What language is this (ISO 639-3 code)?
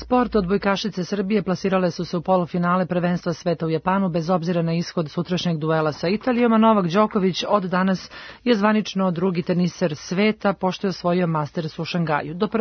srp